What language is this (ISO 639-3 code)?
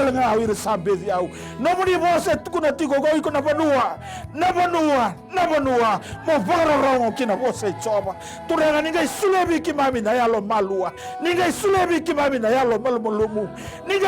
fij